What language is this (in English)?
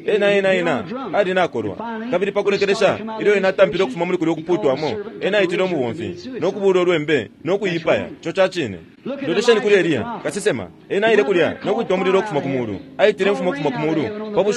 Bemba